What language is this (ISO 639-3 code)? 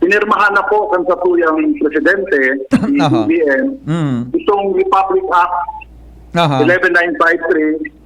bik